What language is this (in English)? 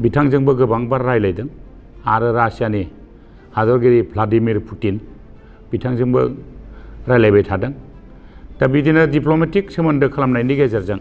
Bodo